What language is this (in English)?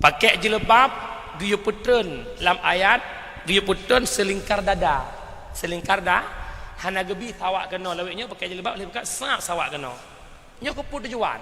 Achinese